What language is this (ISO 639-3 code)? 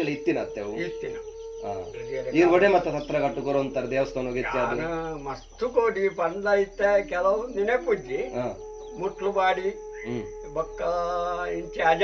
tcy